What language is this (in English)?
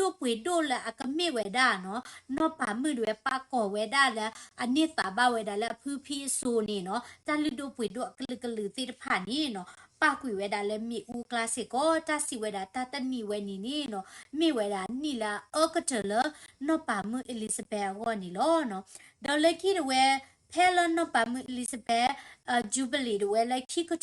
S'gaw Karen